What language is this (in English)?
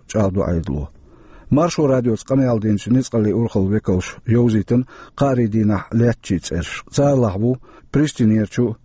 Chechen